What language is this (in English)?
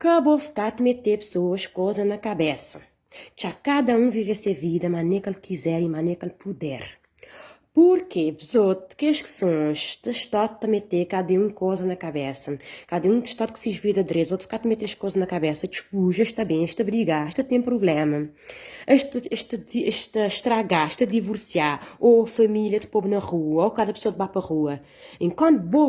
Kabuverdianu